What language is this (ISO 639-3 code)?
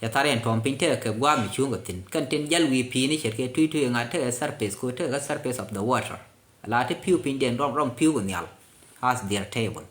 nus